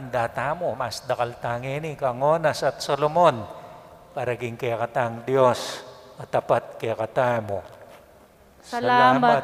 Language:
Pampanga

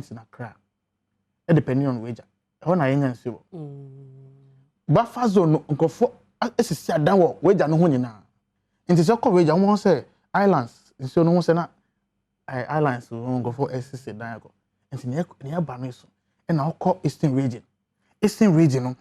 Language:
Akan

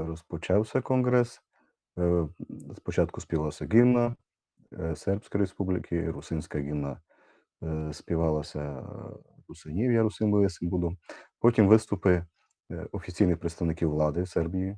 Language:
Rusyn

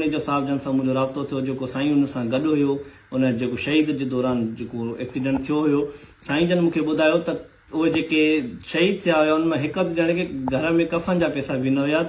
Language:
Sindhi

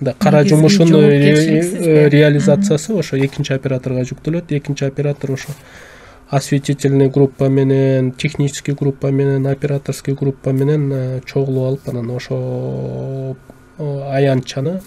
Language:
Kyrgyz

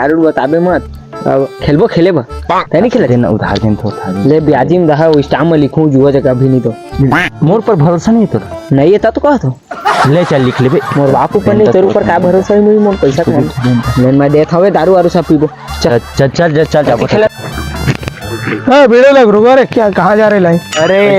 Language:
Chhattisgarhi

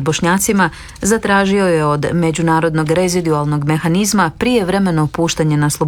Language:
Croatian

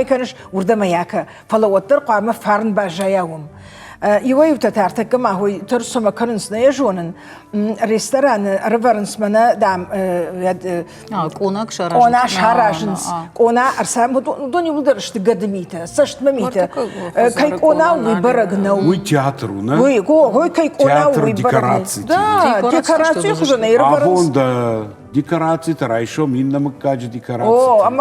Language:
Ossetic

